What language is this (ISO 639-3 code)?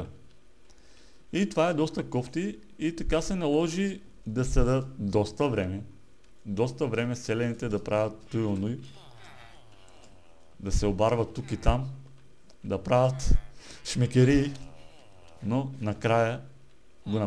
bul